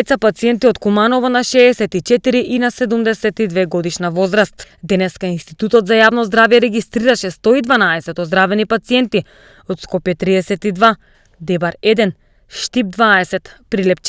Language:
Macedonian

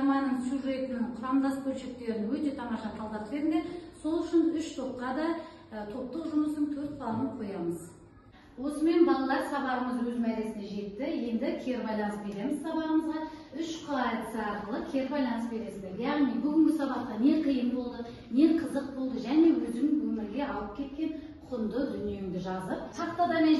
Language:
Kazakh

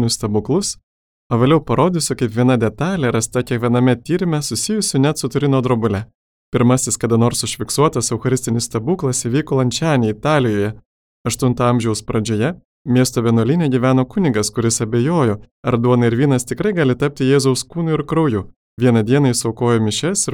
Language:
Lithuanian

